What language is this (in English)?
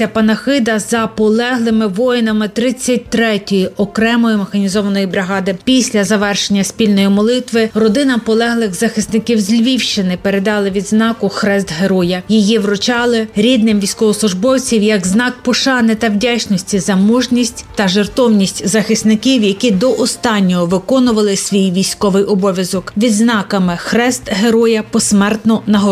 Ukrainian